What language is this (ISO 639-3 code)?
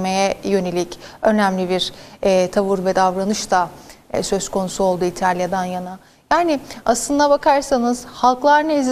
tur